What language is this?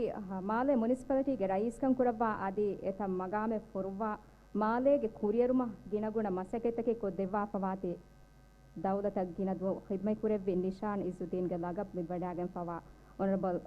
Divehi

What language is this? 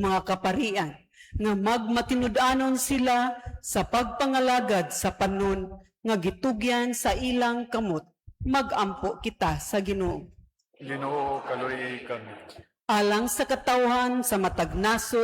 Cebuano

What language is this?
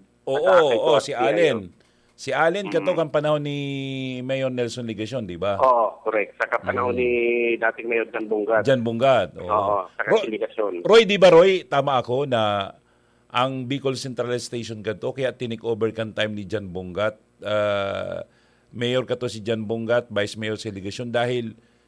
Bikol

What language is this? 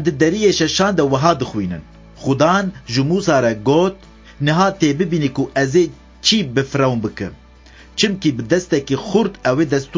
Kurdish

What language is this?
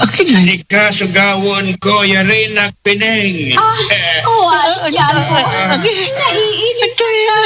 Pangasinan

